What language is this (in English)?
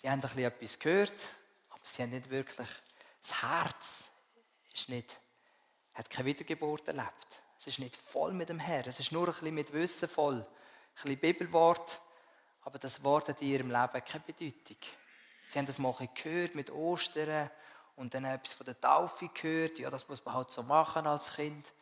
Swiss German